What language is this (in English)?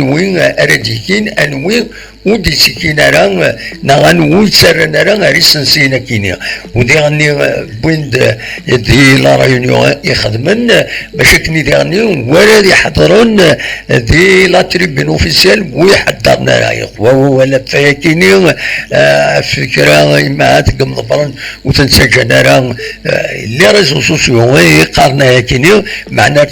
Kabyle